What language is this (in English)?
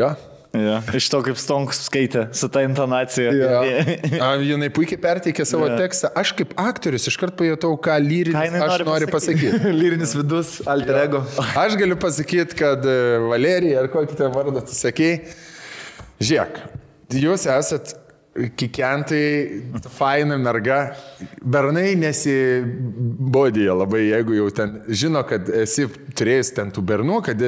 Lithuanian